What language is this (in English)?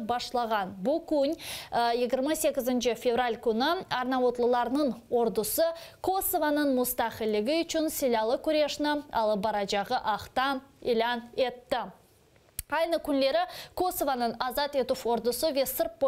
Crimean Tatar